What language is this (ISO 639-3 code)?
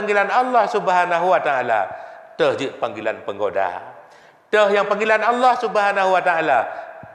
ace